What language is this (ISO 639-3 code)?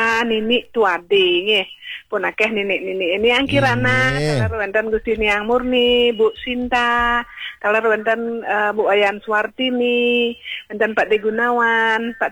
ban